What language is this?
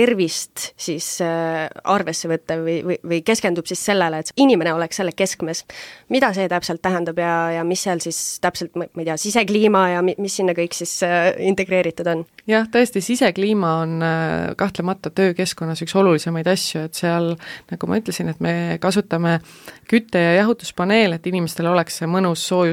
Estonian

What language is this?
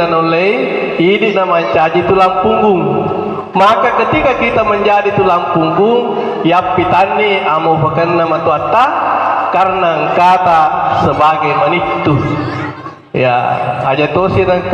Buginese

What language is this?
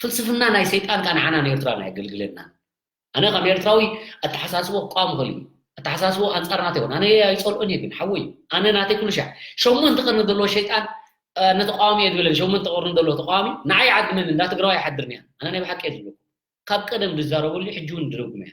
Tigrinya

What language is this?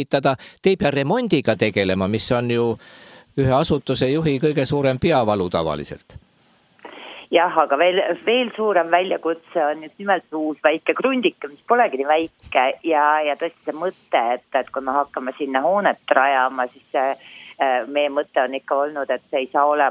Estonian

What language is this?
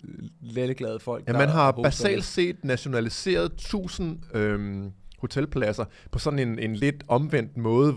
Danish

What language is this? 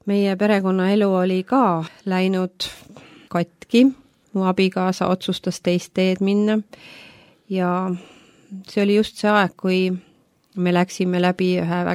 Estonian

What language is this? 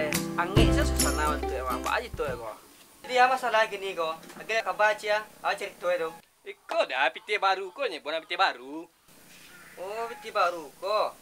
Minangkabau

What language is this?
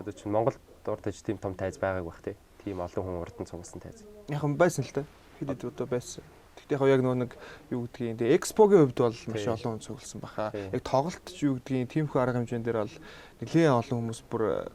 Mongolian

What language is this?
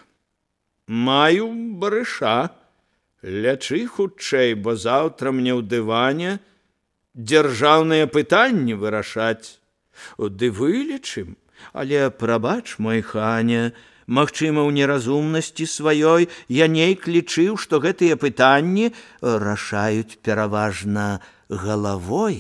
Belarusian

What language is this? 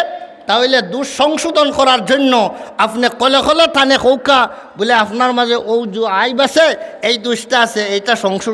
Sylheti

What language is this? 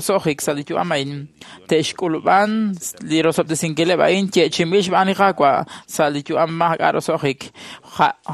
Kekchí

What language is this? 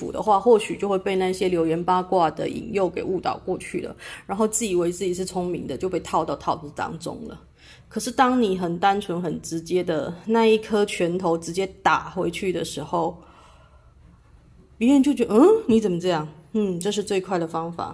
Chinese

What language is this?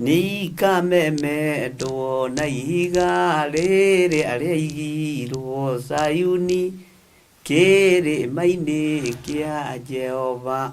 Kikuyu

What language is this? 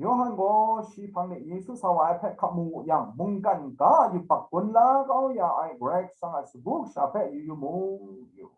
Kachin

